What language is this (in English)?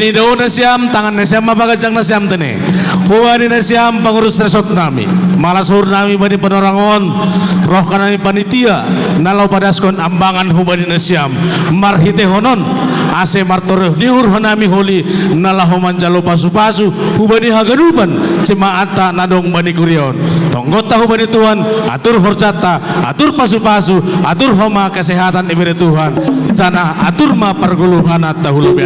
Batak Simalungun